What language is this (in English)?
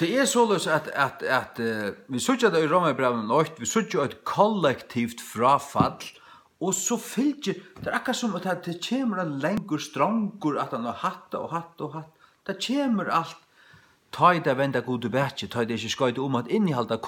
Faroese